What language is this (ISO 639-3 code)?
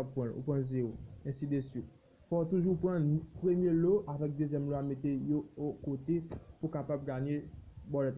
hat